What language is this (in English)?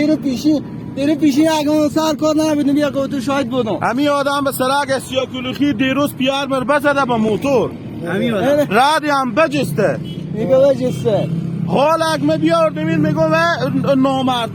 Persian